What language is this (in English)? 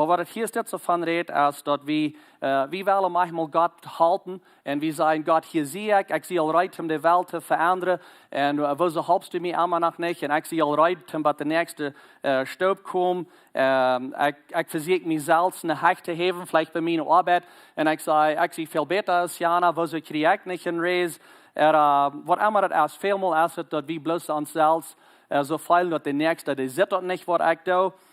Plautdietsch